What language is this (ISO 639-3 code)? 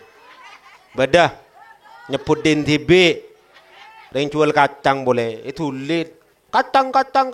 mad